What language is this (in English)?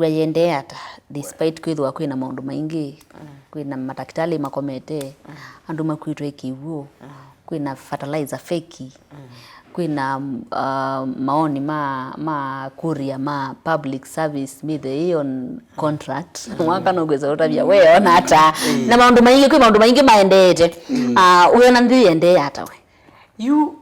Kamba